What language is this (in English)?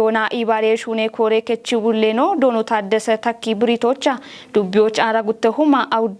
Kafa